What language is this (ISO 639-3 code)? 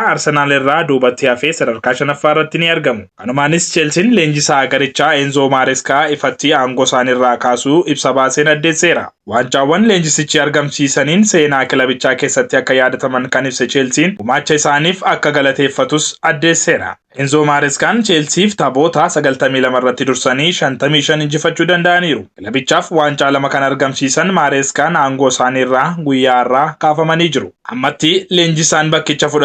orm